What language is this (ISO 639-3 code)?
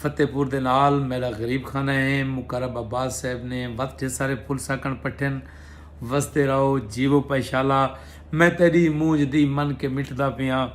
skr